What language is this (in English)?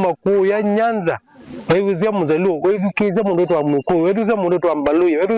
Kamba